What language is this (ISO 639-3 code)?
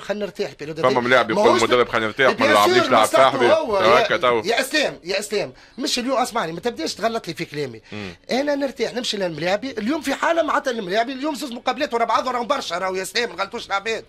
aeb